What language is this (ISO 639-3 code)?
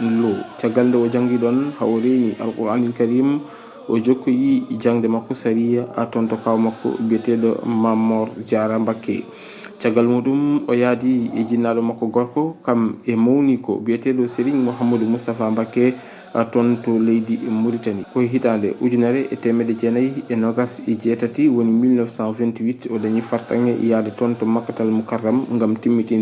ful